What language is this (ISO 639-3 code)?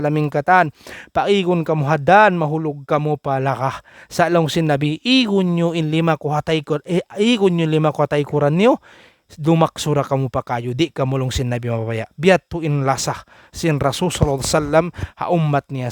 tsg